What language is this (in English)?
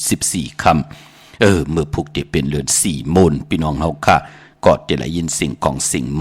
Shan